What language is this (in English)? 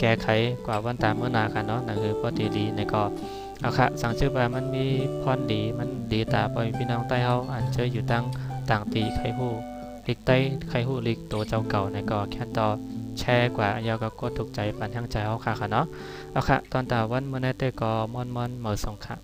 Shan